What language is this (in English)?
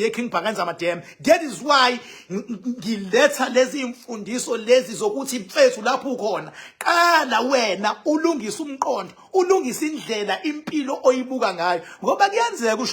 Zulu